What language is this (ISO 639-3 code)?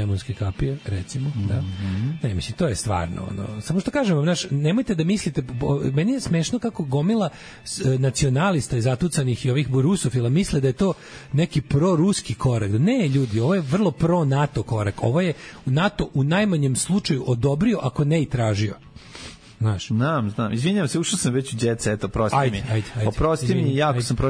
srp